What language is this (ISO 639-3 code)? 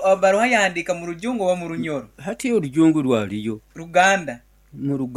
nyo